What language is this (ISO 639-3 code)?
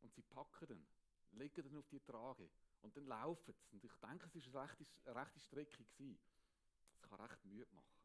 gsw